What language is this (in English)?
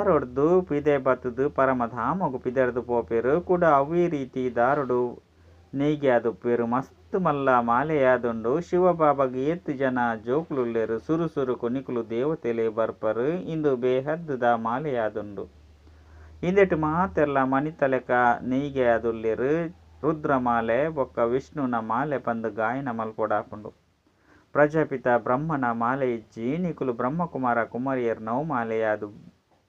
Tulu